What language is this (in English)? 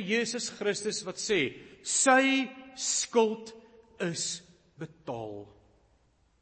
Afrikaans